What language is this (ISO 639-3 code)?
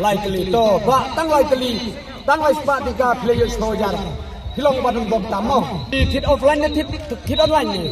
kha